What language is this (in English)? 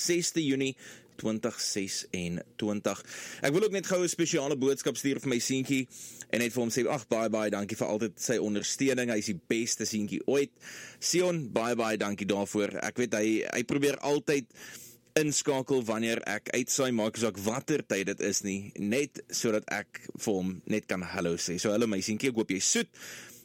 Afrikaans